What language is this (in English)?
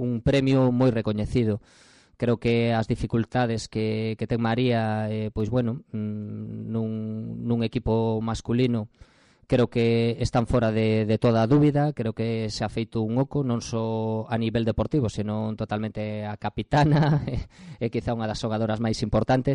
Galician